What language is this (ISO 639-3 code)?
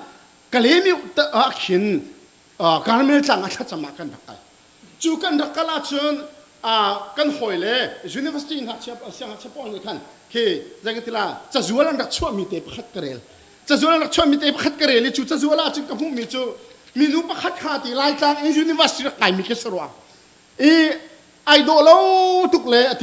cnh